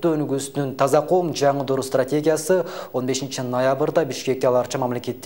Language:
Kyrgyz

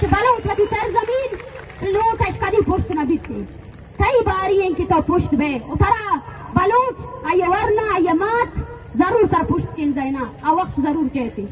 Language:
Eastern Balochi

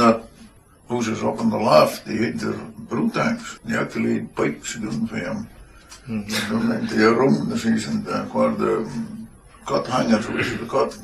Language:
Scots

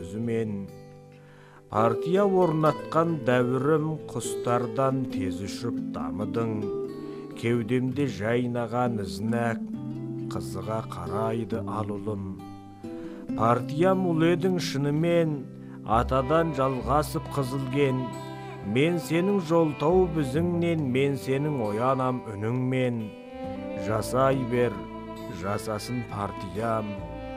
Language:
Kazakh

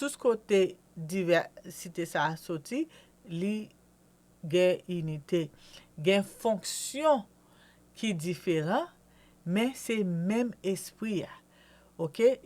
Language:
Haitian Creole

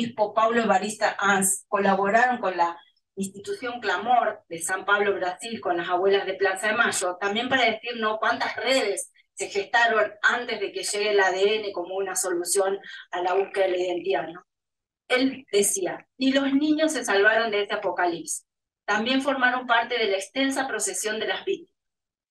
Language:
Spanish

